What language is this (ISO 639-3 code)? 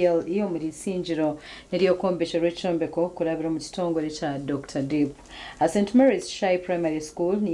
nyn